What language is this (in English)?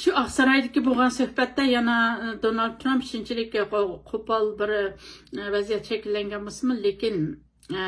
Uyghur